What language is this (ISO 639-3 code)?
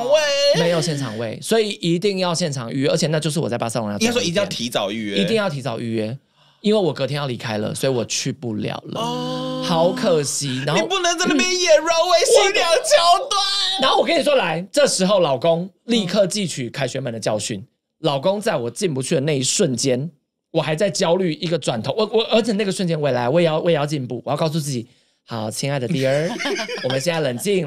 zho